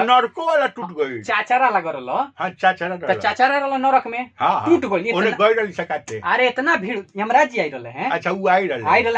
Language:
Bhojpuri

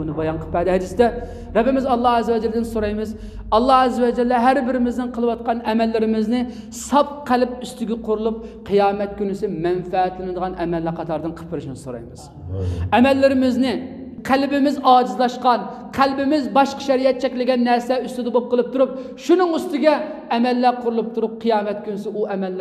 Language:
Uyghur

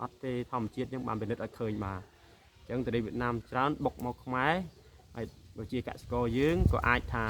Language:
Khmer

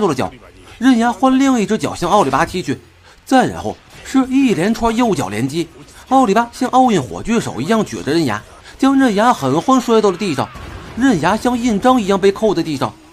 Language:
Chinese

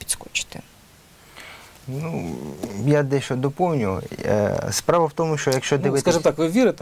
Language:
Ukrainian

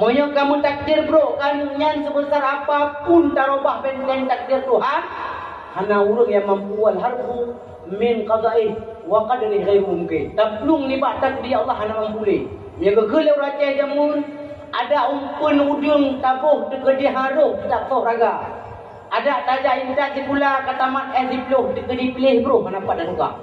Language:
Achinese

